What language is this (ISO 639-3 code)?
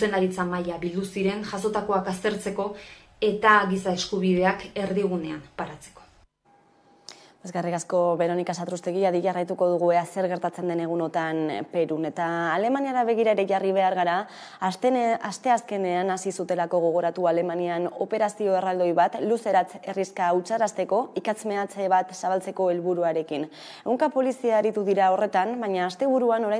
eus